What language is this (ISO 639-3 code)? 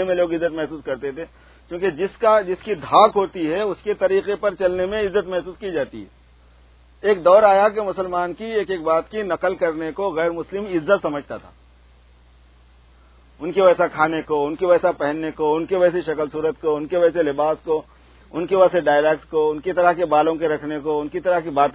urd